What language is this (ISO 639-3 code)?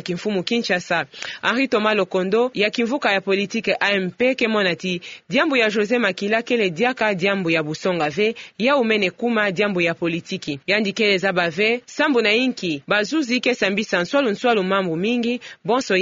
ktu